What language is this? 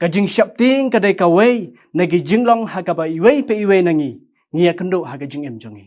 Khasi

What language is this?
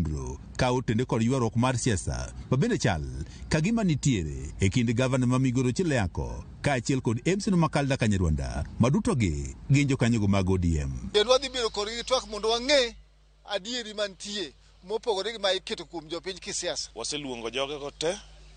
Luo (Kenya and Tanzania)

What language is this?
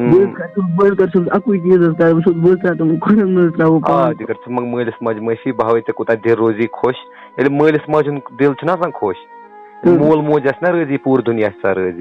Kashmiri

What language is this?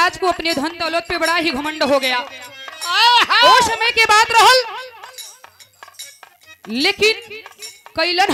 Bhojpuri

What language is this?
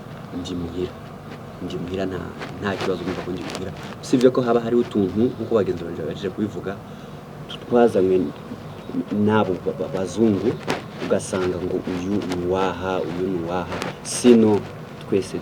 Rundi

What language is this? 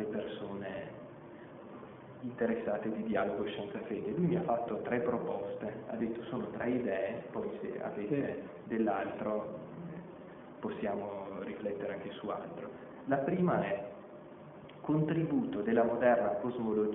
Italian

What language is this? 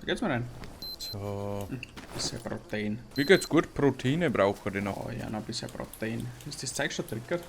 Bavarian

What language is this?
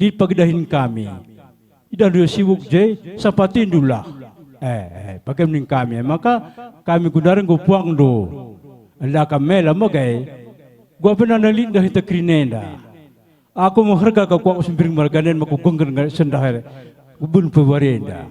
Batak Karo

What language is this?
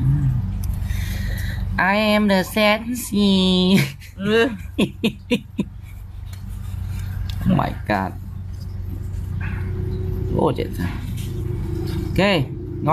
Vietnamese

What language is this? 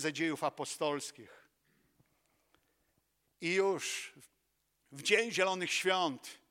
Polish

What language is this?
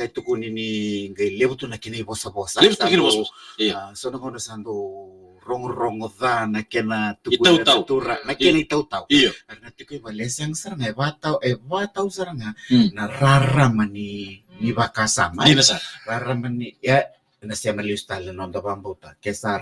Fijian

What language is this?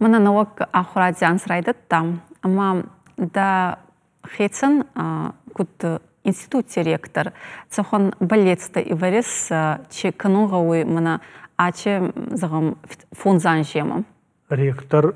Ossetic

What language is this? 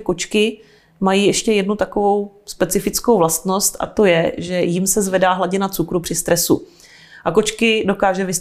Czech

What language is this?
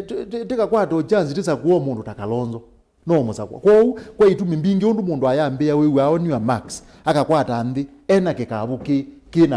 Kamba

